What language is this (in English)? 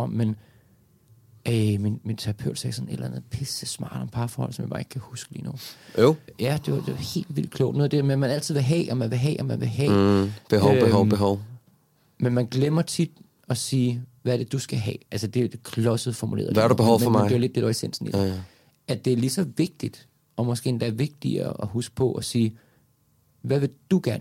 Danish